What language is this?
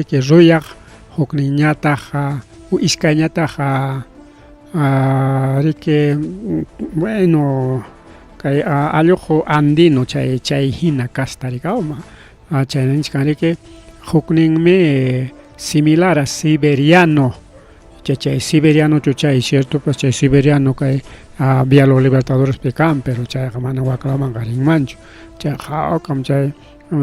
Ayacucho Quechua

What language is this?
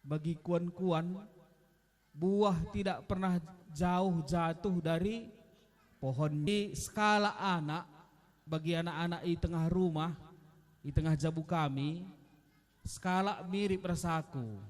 Batak Karo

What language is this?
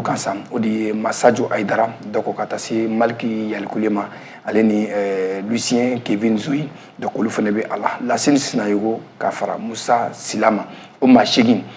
Bambara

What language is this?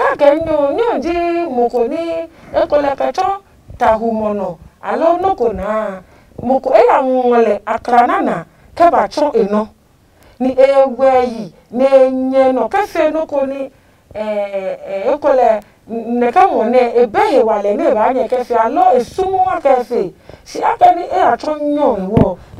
Adangme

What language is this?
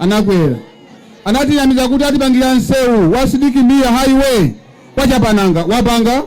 Nyanja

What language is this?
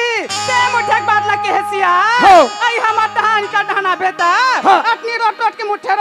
Chhattisgarhi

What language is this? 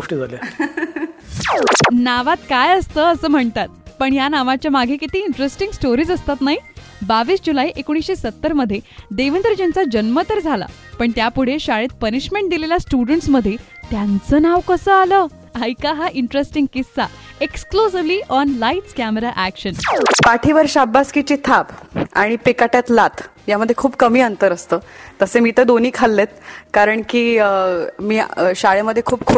Marathi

